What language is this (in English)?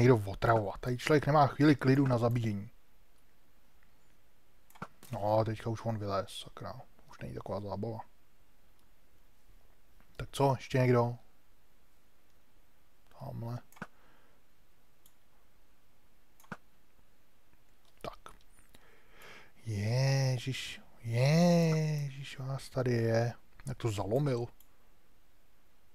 Czech